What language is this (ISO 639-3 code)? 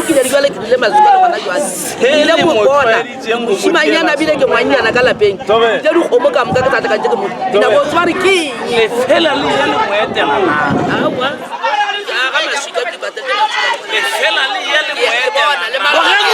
nso